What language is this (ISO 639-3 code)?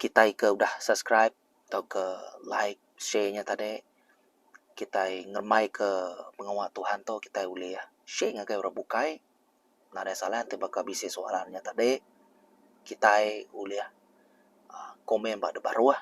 iba